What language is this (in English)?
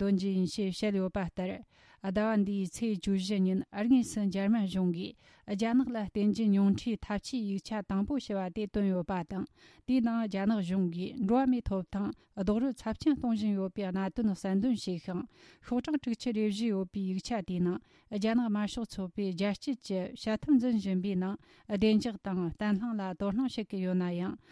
Tibetan